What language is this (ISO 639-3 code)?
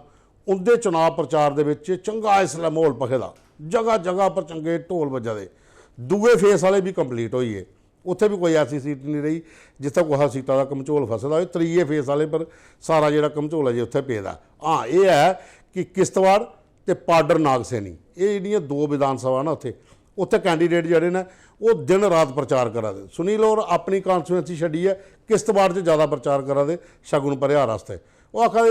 doi